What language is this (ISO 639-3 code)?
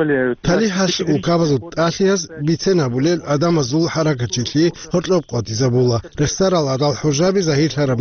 ava